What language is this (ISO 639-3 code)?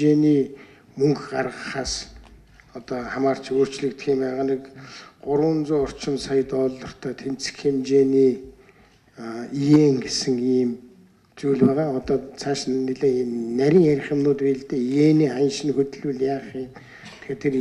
mon